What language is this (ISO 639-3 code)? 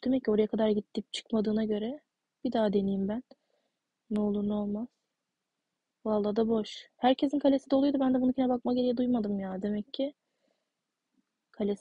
tur